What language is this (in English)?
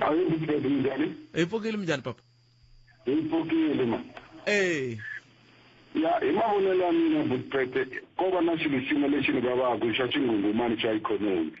Tsonga